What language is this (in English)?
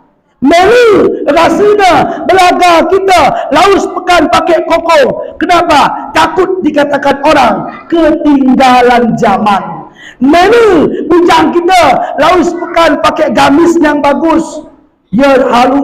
Batak Alas-Kluet